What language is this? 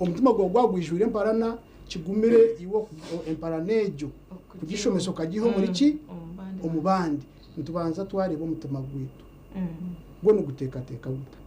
Nyankole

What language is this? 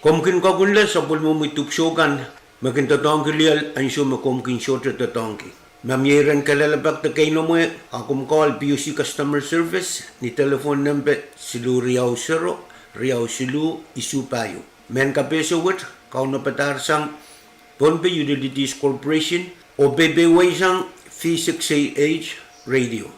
Pohnpeian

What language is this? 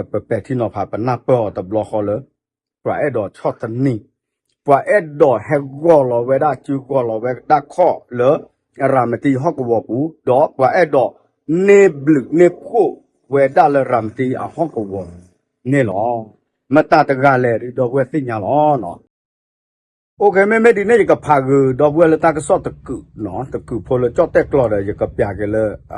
S'gaw Karen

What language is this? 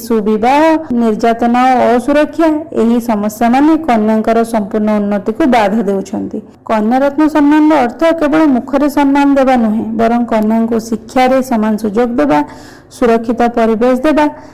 Odia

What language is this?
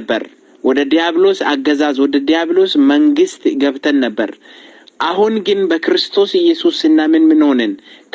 Amharic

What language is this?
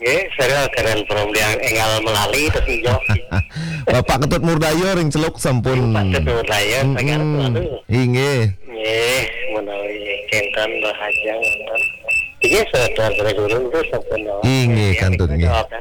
Balinese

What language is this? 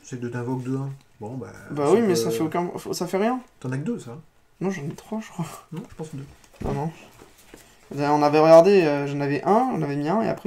French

